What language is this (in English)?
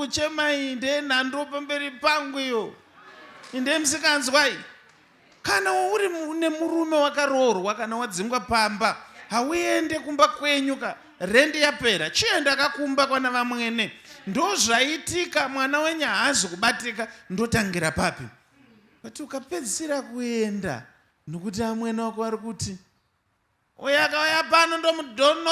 Shona